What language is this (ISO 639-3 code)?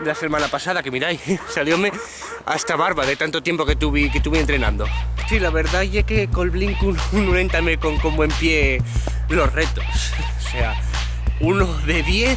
ast